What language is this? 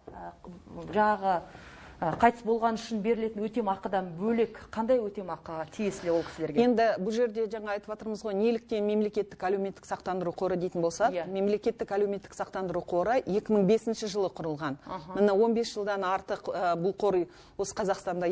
Kazakh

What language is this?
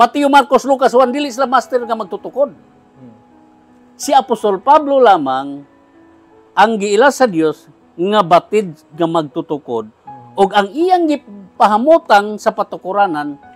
Cebuano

